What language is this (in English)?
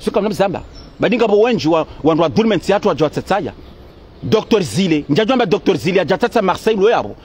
Ngazidja Comorian